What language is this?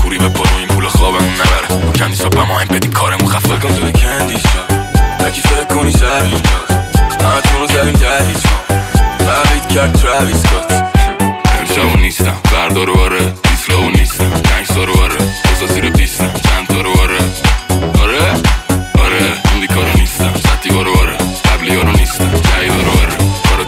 Persian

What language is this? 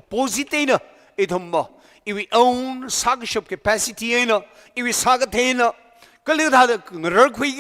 Tangkhul Naga (India)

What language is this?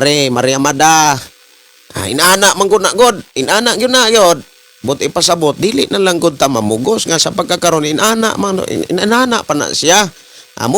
Cebuano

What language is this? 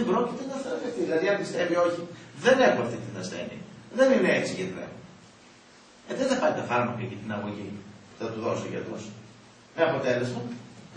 Greek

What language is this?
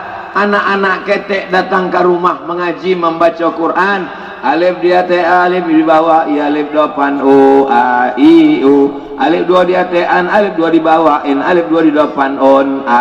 Minangkabau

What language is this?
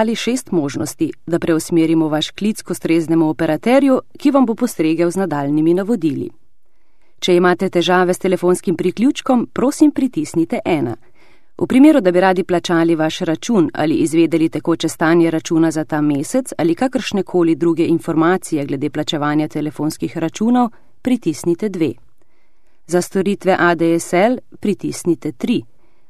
Slovenian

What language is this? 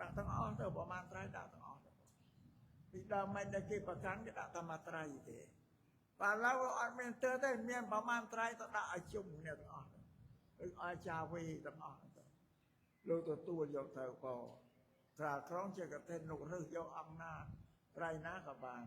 Khmer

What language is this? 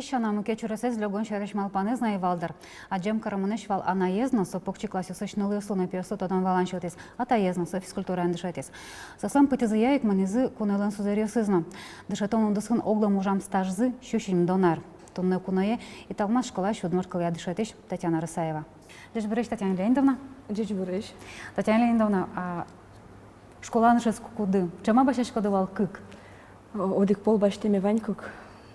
Udmurt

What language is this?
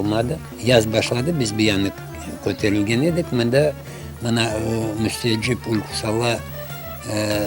Crimean Tatar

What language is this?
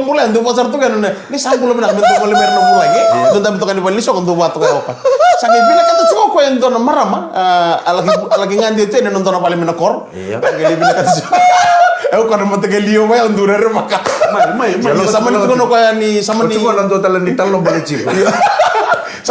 Fijian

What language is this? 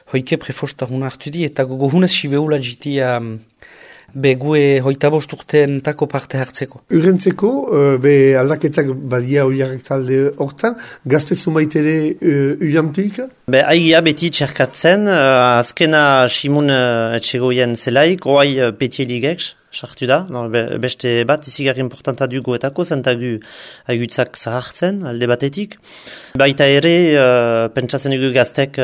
Basque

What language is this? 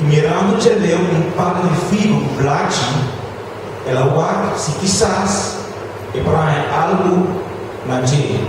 Papiamento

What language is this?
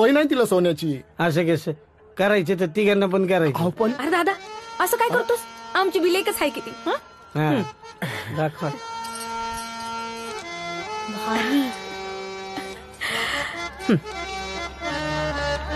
Marathi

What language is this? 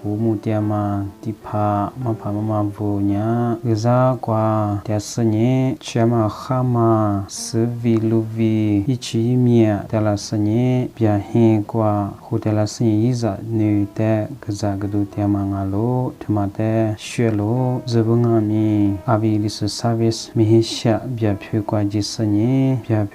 Lisu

